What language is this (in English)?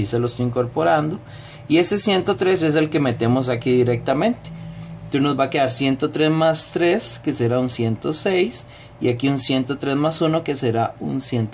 Spanish